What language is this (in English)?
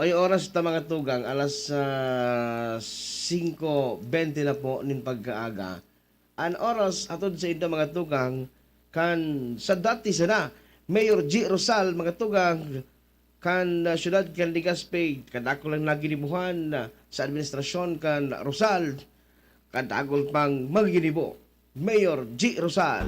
Bikol